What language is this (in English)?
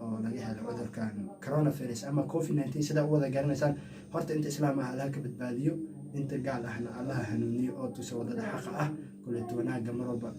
Somali